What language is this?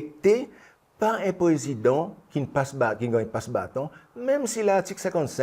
Seselwa Creole French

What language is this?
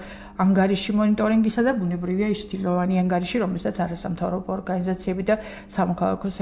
Georgian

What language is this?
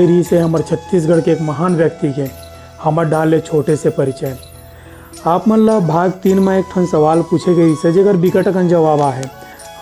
Chhattisgarhi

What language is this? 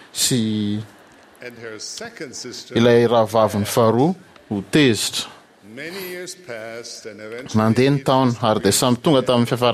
Malagasy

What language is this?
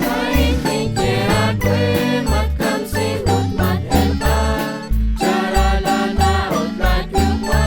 Kekchí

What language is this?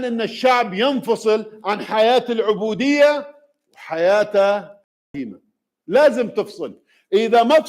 Mesopotamian Arabic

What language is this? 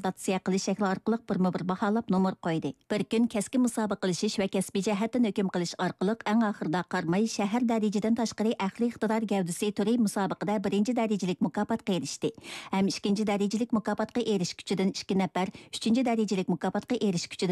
Uyghur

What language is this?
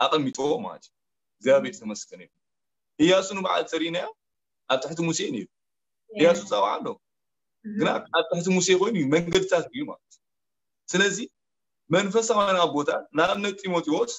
Tigrinya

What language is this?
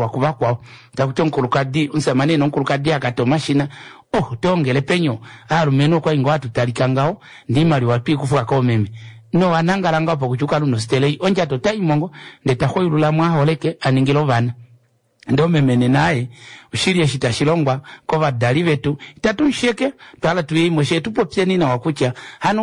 Kuanyama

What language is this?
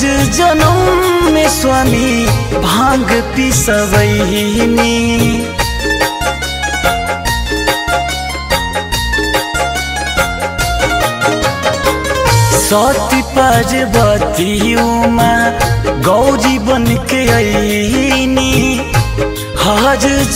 Bhojpuri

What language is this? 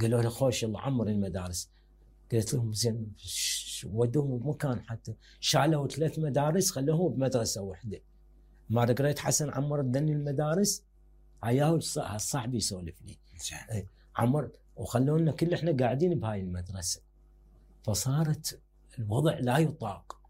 Mesopotamian Arabic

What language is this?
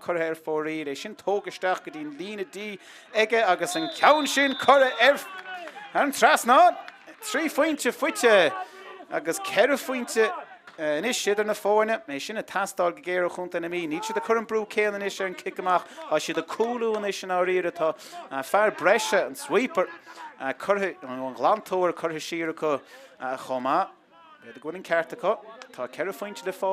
Irish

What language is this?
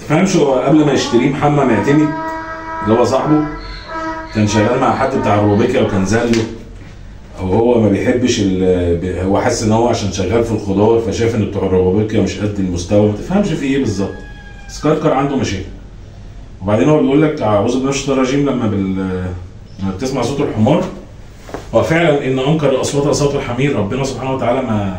Egyptian Arabic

